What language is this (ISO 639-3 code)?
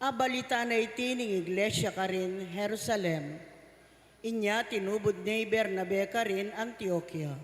pam